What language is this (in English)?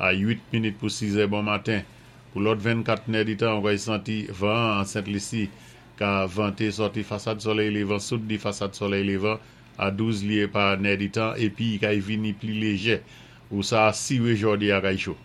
Saint Lucian Creole French